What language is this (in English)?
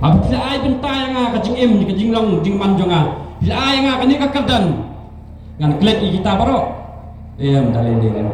Khasi